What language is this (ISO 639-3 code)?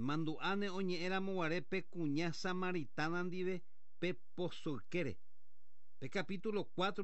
grn